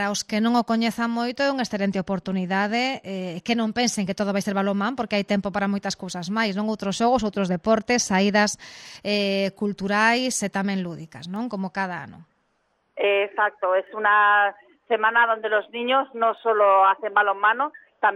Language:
Galician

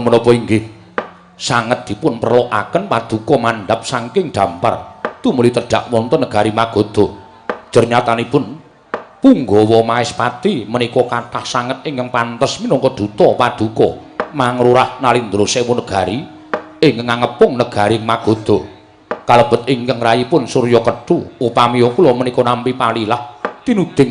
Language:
Javanese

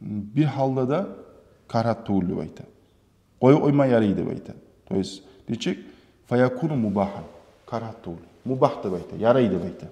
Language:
Kumyk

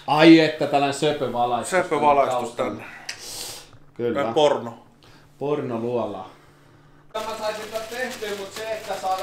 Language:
Finnish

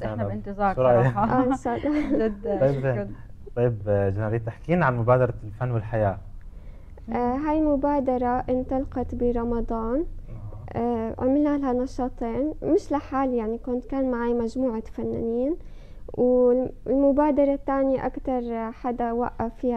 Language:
North Levantine Arabic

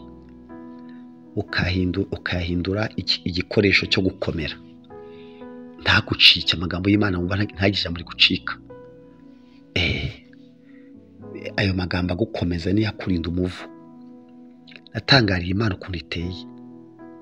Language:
Kinyarwanda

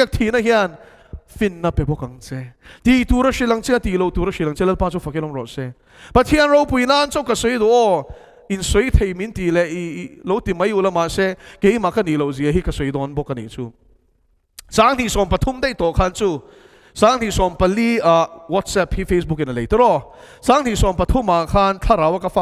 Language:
Mizo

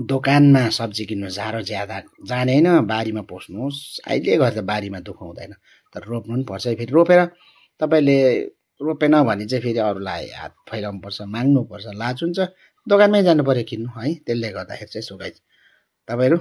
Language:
Nepali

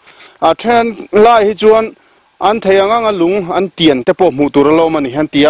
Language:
Mizo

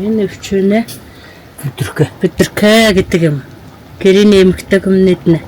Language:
Mongolian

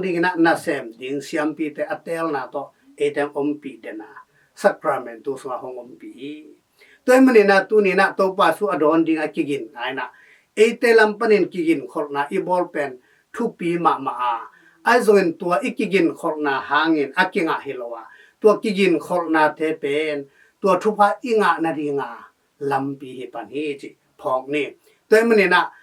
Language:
Tedim Chin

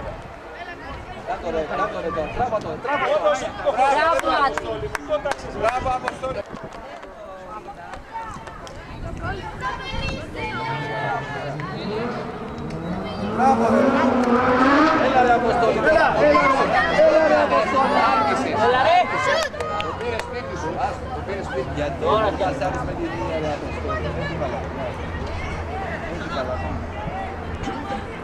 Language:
Greek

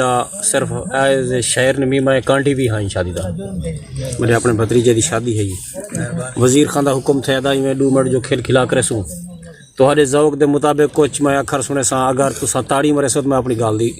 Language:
Saraiki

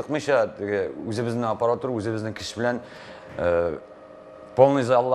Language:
Tatar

